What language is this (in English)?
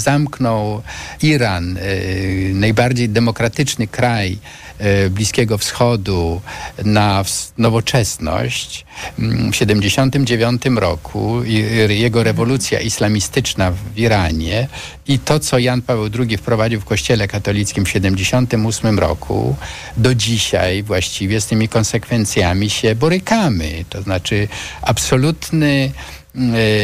Polish